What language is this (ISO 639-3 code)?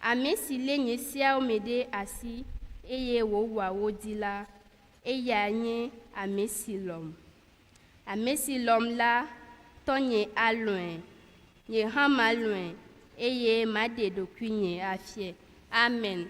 ewe